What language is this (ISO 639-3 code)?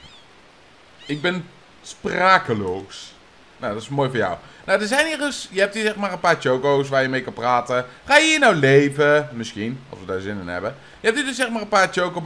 nld